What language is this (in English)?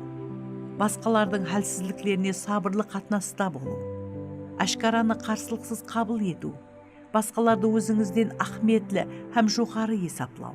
Kara-Kalpak